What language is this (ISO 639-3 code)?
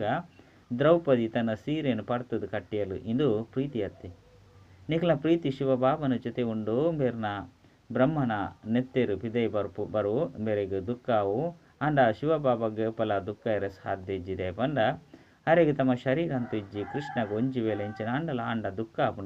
tcy